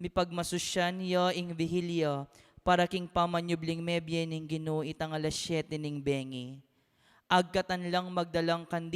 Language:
Pampanga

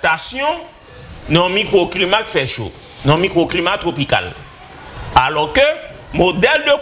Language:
Haitian Creole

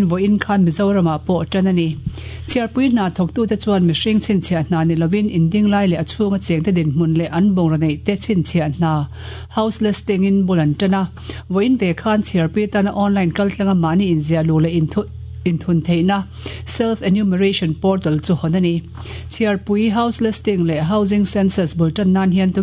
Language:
Mizo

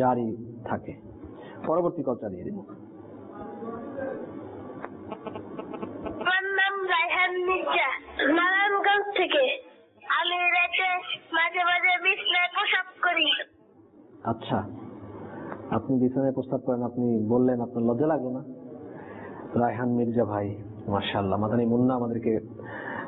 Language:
Bangla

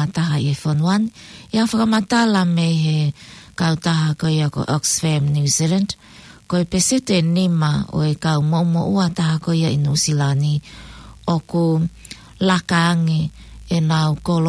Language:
Tongan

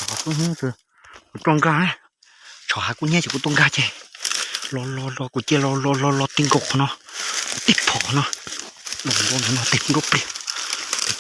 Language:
Hmong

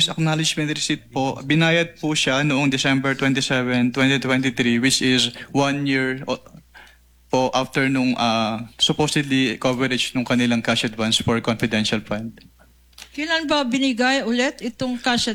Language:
Filipino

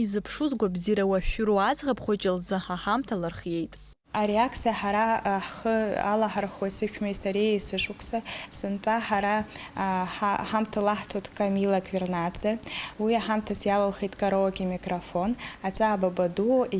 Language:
Abkhazian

